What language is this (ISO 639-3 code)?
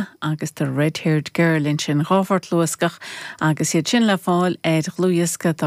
gle